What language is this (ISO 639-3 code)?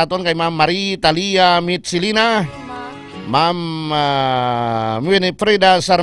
hil